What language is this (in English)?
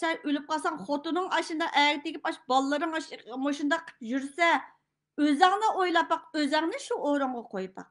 Uyghur